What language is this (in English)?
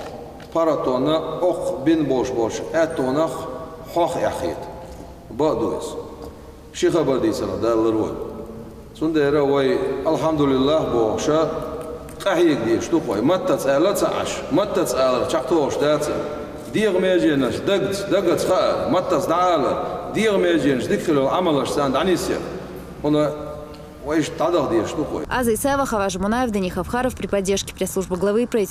Chechen